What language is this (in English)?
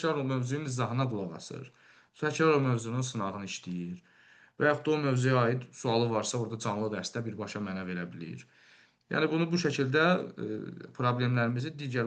Azerbaijani